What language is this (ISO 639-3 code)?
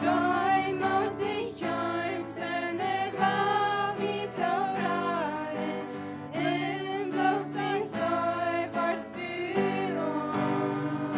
pdt